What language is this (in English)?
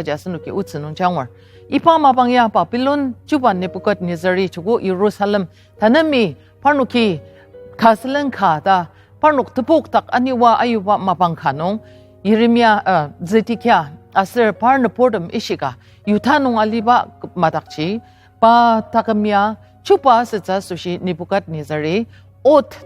Ao Naga